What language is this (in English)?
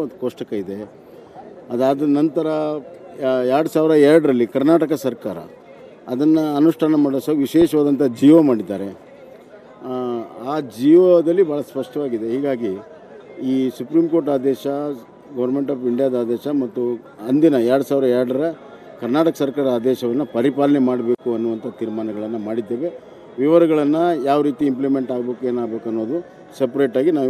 Kannada